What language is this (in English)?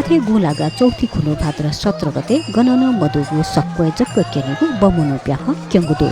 Newari